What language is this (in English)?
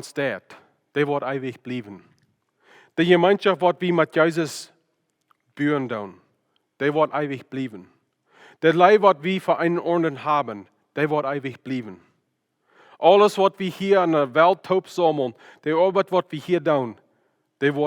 Plautdietsch